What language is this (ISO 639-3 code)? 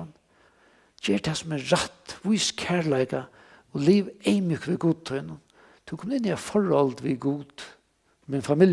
fao